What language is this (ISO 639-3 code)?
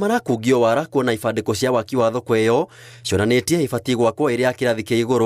kik